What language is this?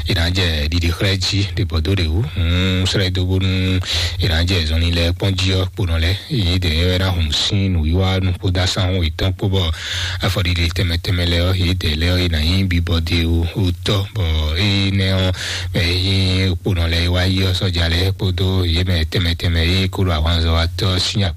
Fon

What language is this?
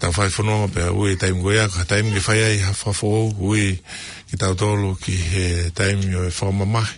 Tongan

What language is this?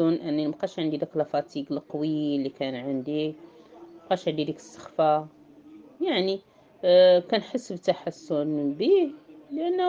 Moroccan Arabic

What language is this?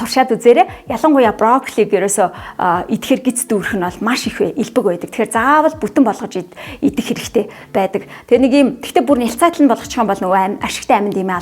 Mongolian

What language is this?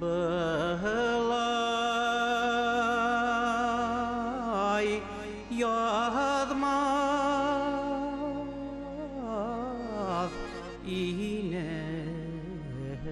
Bashkir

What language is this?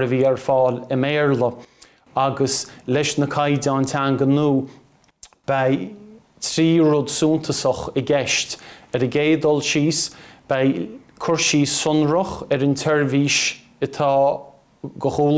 Irish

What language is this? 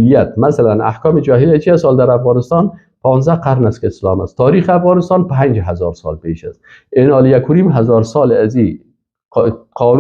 Persian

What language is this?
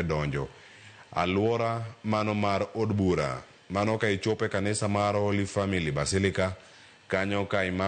Luo (Kenya and Tanzania)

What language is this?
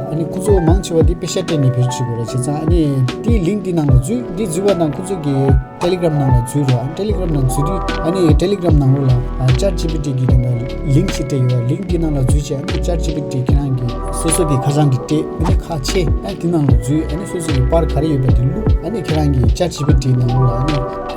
Tibetan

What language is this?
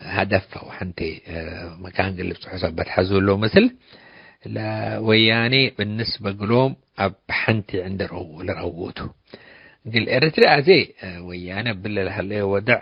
Tigre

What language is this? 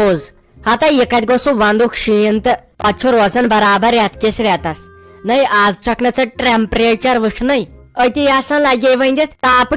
Kashmiri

